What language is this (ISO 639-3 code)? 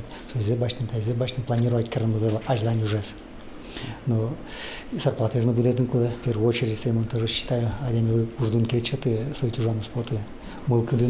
udm